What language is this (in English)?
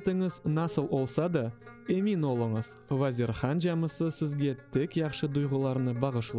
Crimean Tatar